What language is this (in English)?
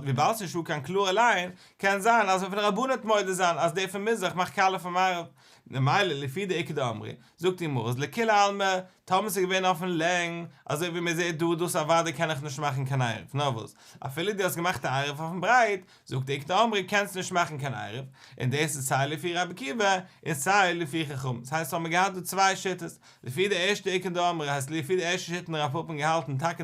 Yiddish